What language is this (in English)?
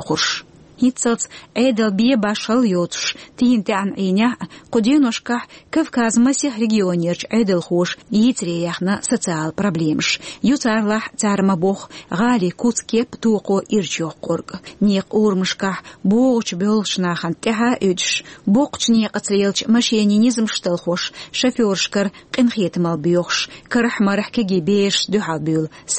Chechen